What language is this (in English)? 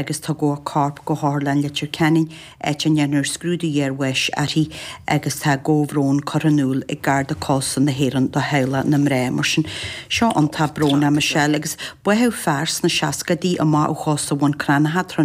Irish